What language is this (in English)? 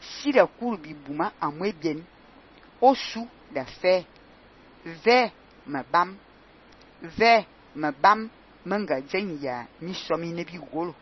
Fang